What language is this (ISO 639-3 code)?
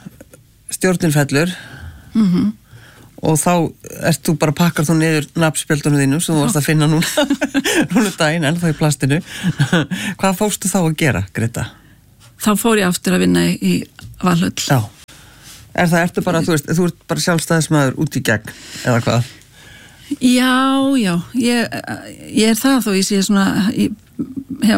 isl